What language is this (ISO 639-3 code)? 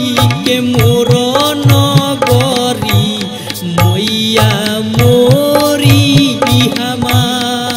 bho